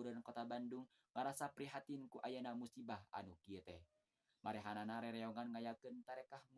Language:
Sundanese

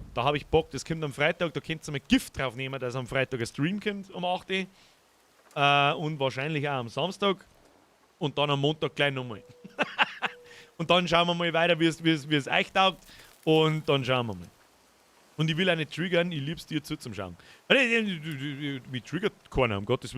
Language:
Bavarian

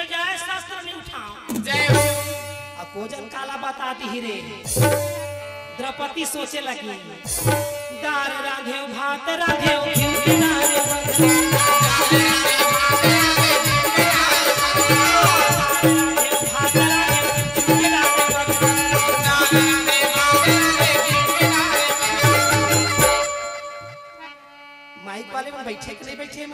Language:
Chhattisgarhi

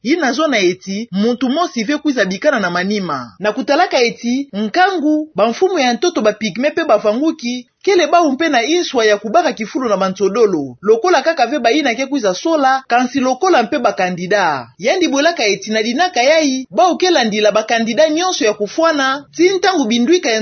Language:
Kituba (Democratic Republic of Congo)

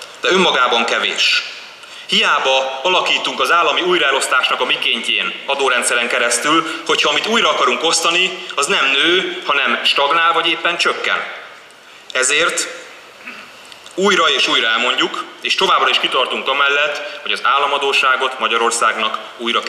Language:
Hungarian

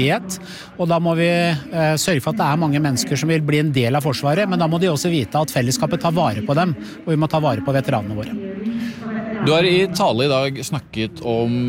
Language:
Norwegian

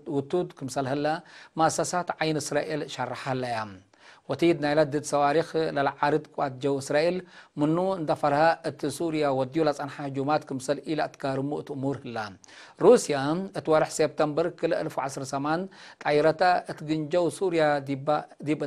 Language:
Tigre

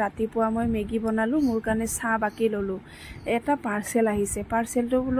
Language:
Assamese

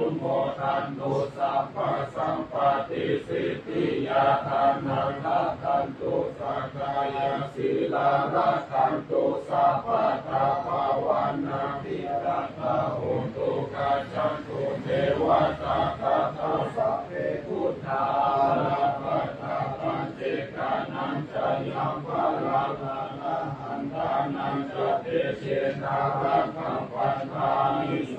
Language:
Pali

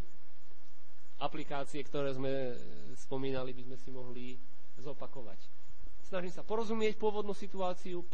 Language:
Slovak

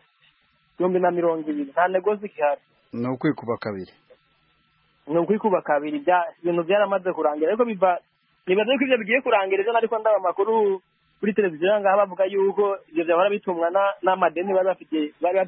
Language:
Kinyarwanda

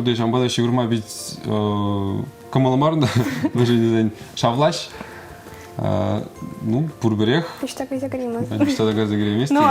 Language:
Chuvash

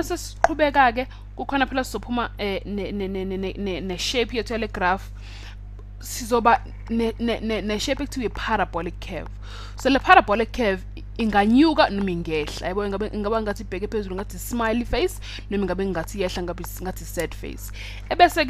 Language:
Zulu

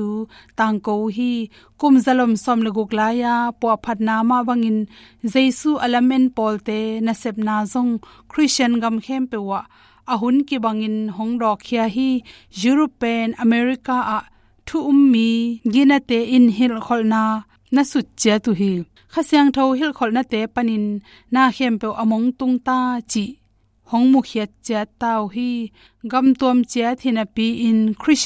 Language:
Tedim Chin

